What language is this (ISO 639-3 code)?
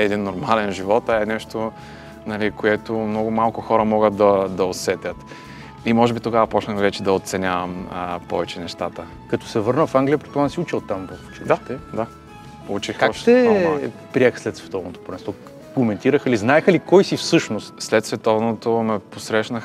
bul